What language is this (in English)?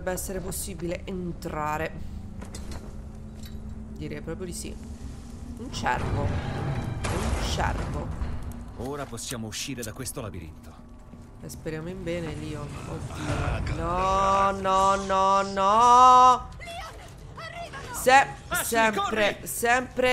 Italian